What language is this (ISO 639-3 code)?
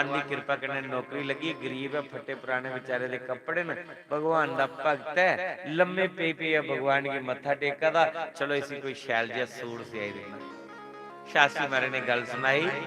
doi